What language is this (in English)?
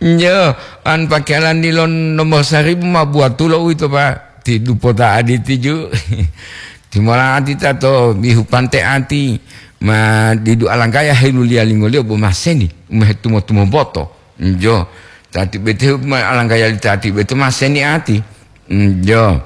Gorontalo